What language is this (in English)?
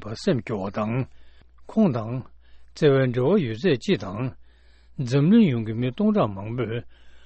Tibetan